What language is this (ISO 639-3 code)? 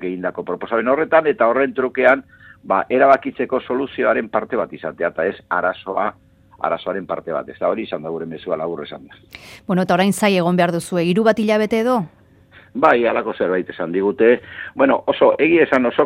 eus